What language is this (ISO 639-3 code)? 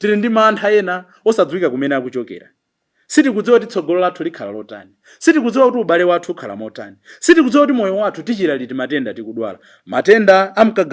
nya